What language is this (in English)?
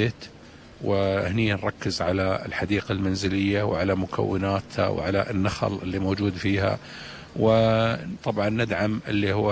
Gulf Arabic